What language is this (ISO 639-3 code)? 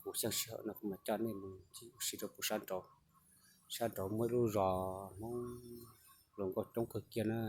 hmn